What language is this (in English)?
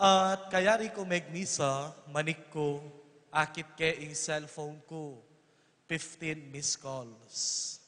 Pampanga